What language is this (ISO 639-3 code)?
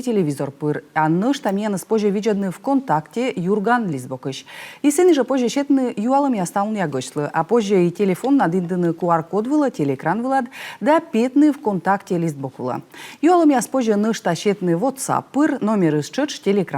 kom